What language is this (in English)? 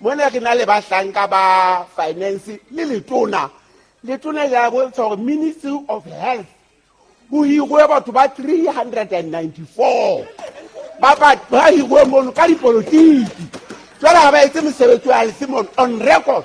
Southern Sotho